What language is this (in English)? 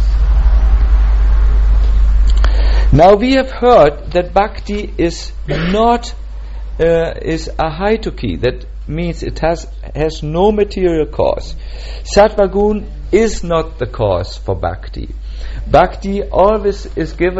German